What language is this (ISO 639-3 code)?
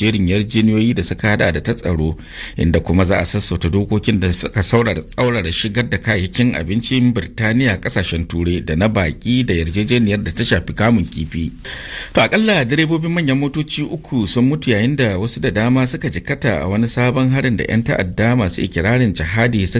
hau